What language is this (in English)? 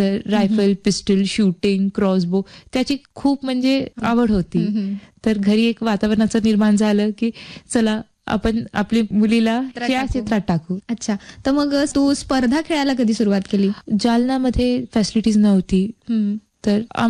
Marathi